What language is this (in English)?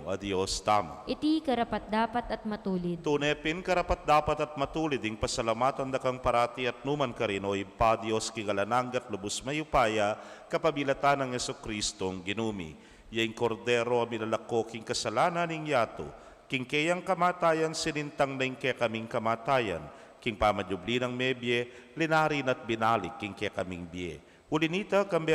Pampanga